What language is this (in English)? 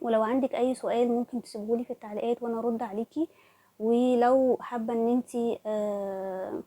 Egyptian Arabic